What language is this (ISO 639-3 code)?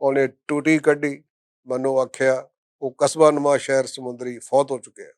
lah